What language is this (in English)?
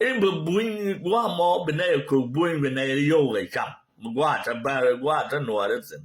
Nuer